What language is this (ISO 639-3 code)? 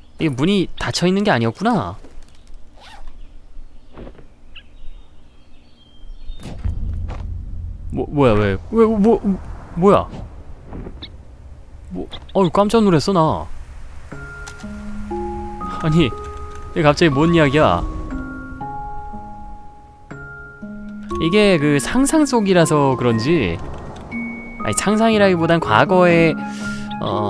kor